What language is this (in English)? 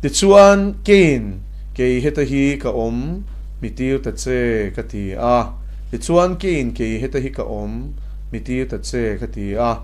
Mizo